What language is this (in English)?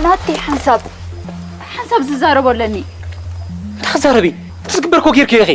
Tigrinya